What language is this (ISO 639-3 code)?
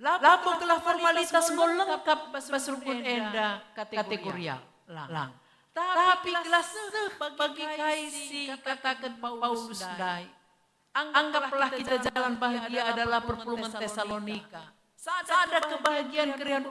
btx